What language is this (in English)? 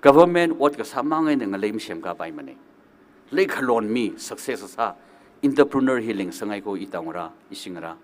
Tangkhul Naga (India)